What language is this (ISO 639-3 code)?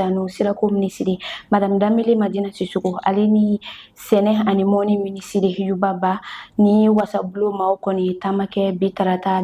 bam